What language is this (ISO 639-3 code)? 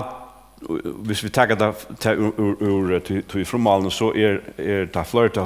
fao